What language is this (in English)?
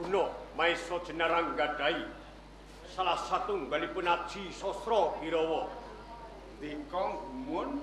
Javanese